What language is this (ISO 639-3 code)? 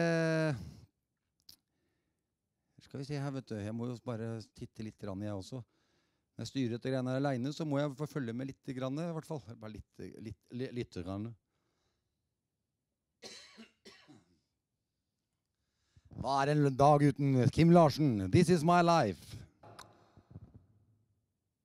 nor